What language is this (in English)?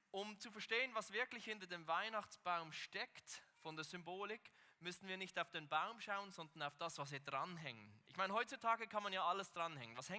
Swiss German